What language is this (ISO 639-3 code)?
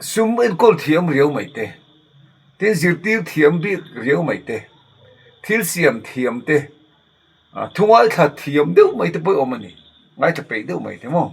lus